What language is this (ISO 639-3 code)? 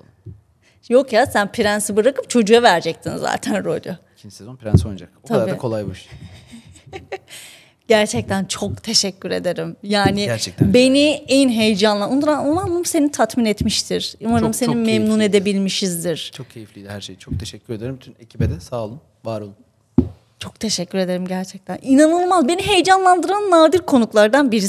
tur